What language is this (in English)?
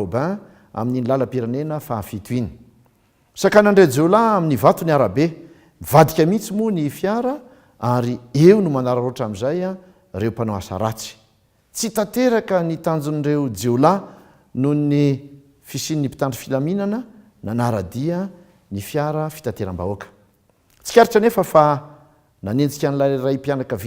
Malagasy